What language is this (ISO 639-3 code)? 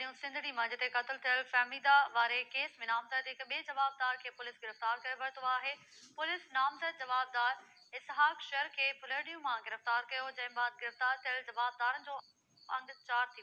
snd